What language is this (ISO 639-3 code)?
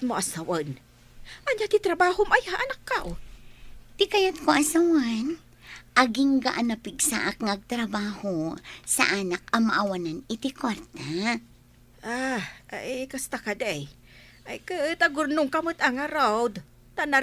ilo